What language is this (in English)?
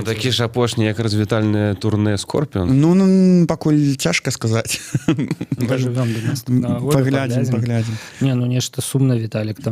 Belarusian